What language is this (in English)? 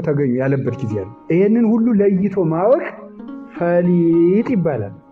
Amharic